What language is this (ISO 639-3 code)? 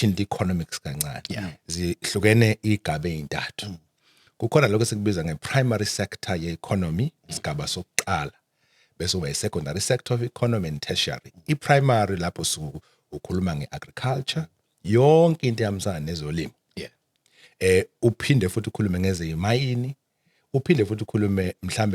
zul